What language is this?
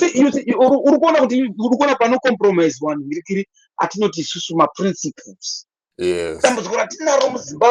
Shona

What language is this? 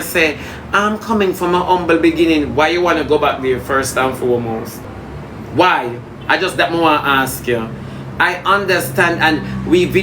Jamaican Creole English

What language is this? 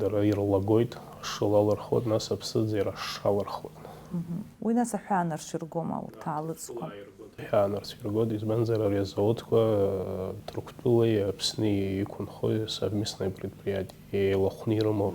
Abkhazian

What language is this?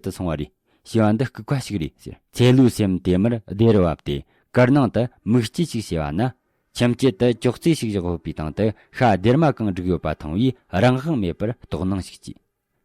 Tibetan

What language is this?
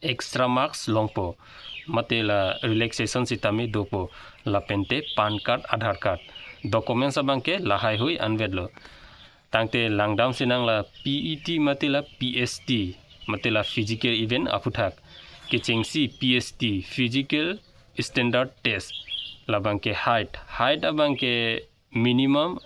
Karbi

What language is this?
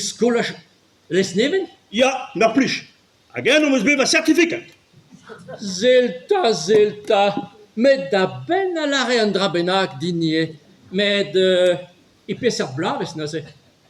Breton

